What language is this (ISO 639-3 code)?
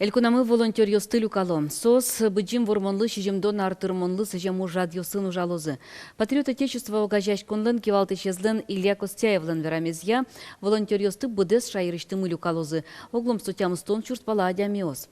udm